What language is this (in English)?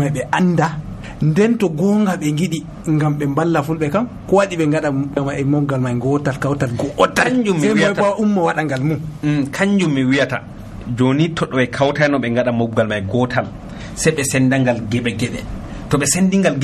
Nigerian Fulfulde